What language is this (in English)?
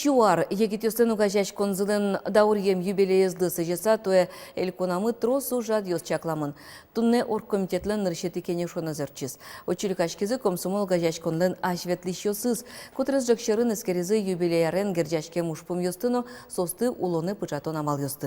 Udmurt